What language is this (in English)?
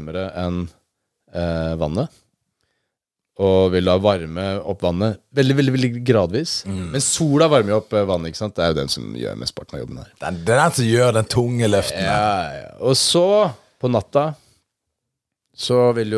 Norwegian